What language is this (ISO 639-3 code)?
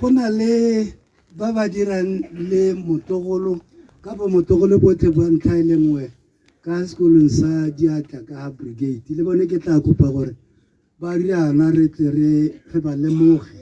tsn